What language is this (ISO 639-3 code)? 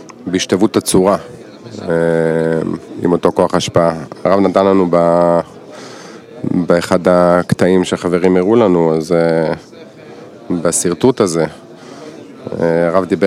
heb